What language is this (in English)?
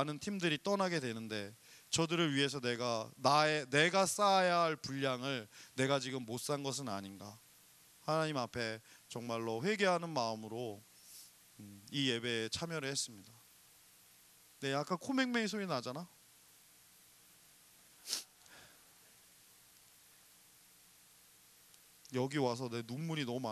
Korean